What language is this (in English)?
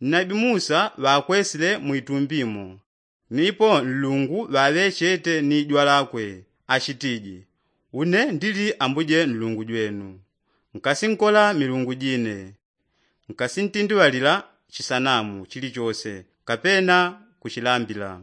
Yao